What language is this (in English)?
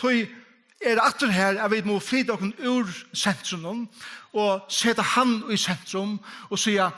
Faroese